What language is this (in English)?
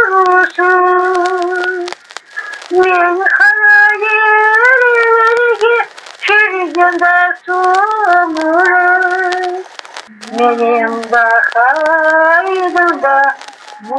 Crimean Tatar